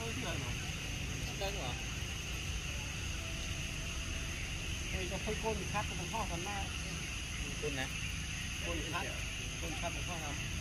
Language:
Vietnamese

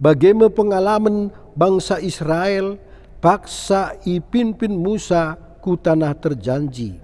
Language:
Batak Karo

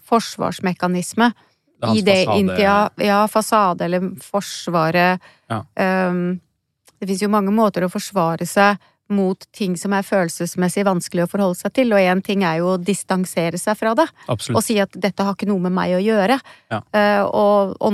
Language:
Norwegian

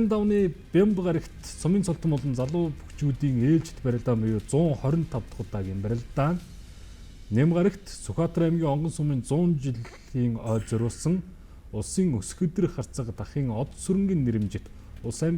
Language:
Mongolian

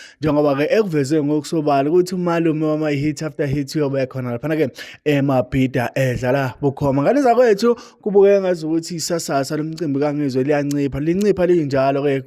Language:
Zulu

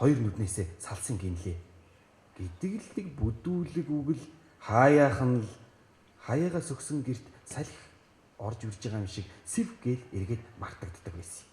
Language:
Mongolian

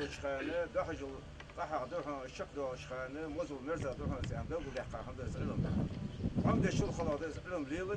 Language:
Ingush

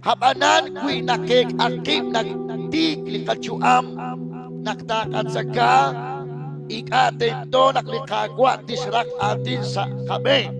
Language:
Kekchí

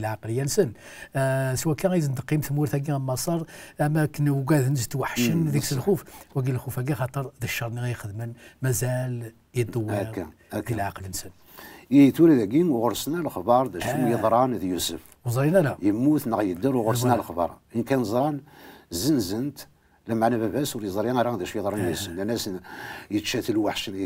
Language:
Kabyle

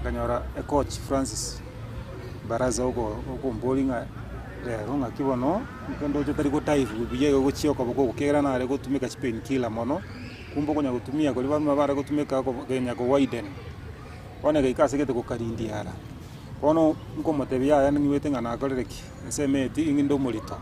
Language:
Gusii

